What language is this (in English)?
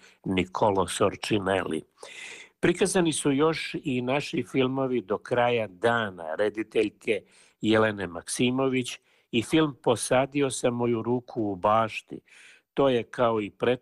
Serbian